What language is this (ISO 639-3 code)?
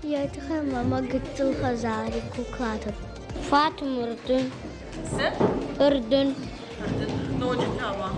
oss